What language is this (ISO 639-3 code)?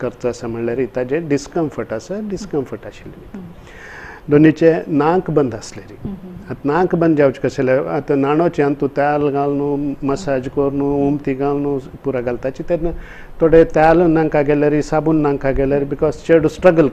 kok